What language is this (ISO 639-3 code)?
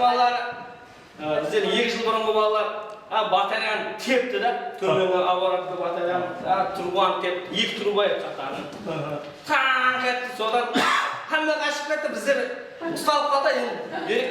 kaa